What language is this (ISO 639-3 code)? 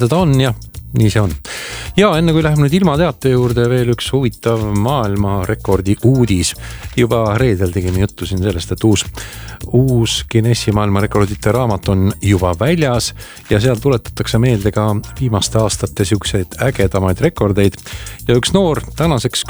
est